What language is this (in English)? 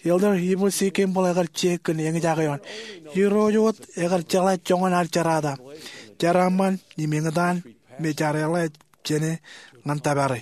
Marshallese